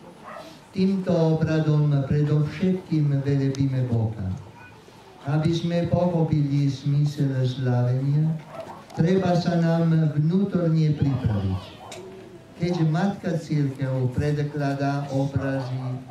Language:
Slovak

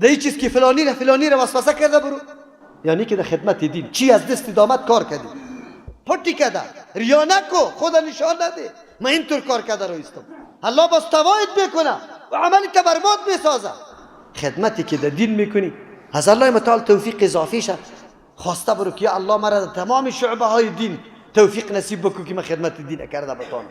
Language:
Persian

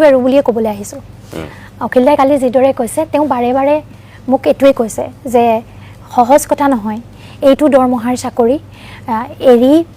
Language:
Assamese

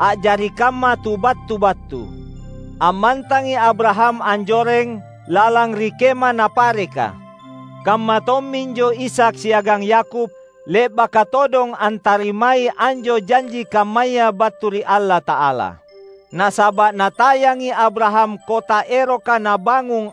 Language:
Makasar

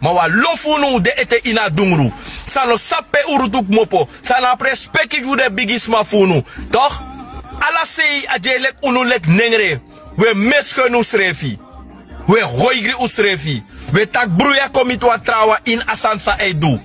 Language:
Sranan Tongo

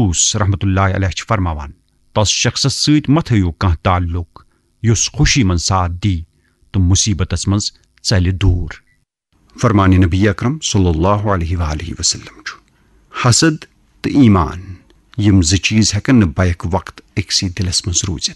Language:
Kashmiri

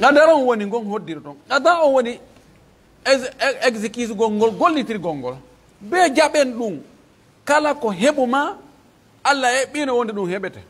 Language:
Pular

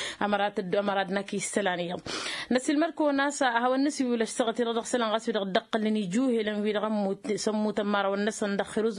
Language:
Tamasheq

